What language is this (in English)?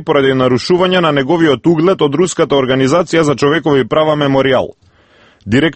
Macedonian